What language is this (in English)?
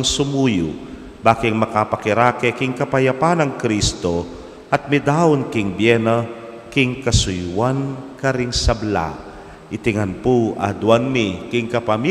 Pampanga